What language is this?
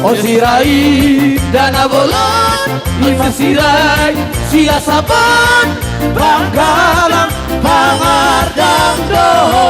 Batak Toba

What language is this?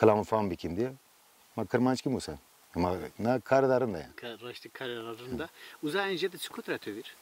Zaza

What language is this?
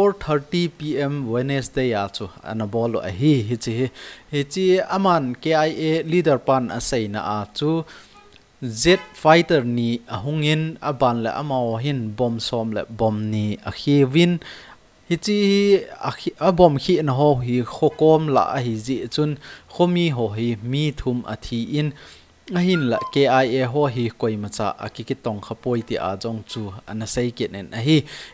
Thado Chin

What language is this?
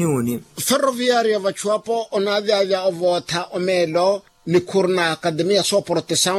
Makhuwa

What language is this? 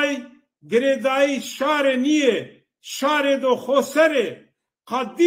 Zaza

